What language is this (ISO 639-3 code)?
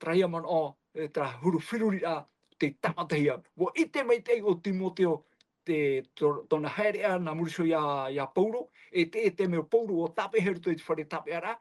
tah